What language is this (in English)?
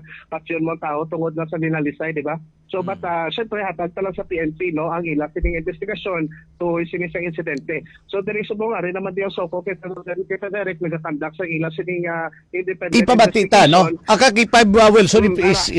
Hiligaynon